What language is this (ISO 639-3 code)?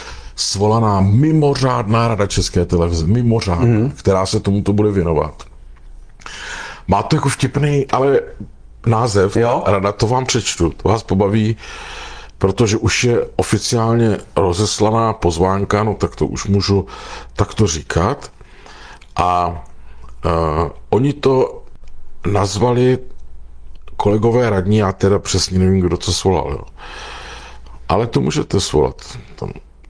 ces